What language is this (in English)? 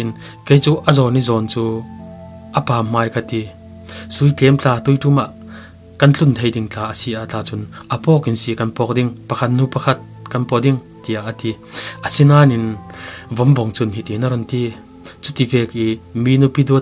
Falam Chin